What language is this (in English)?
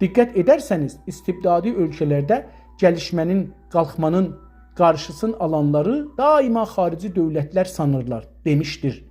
South Azerbaijani